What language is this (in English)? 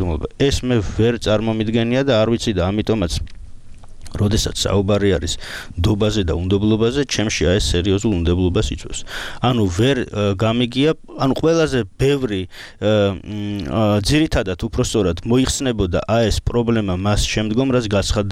Georgian